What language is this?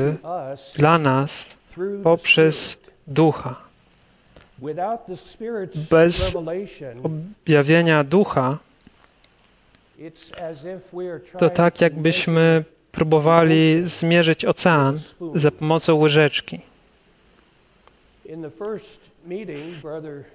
Polish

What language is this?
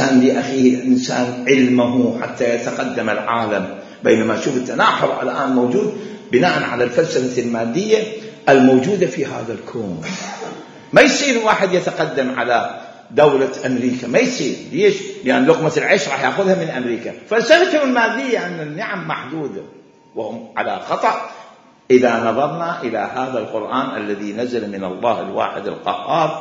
Mesopotamian Arabic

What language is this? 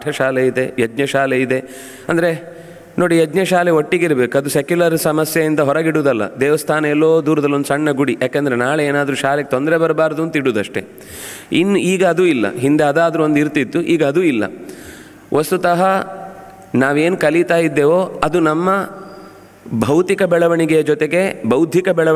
Kannada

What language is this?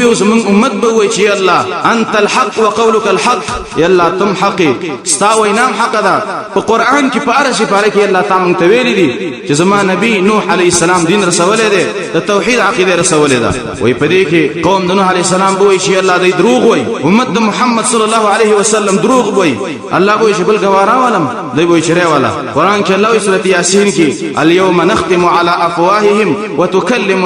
Pashto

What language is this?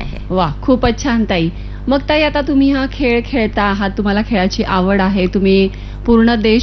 Marathi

